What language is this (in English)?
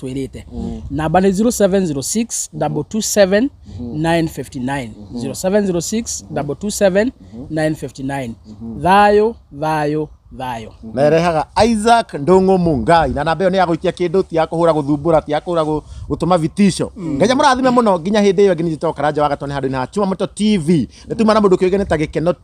Kikuyu